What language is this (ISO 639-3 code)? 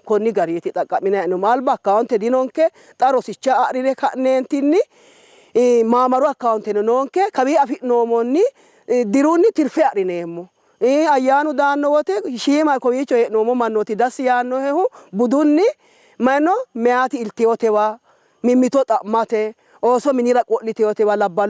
sid